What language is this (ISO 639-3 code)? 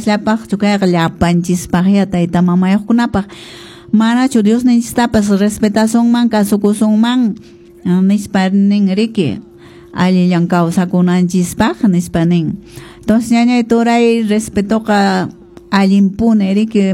que